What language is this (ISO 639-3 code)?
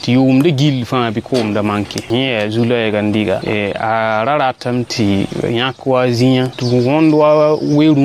mos